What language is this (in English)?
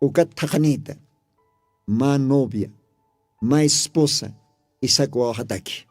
Aymara